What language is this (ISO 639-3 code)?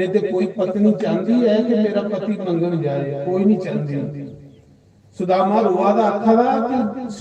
doi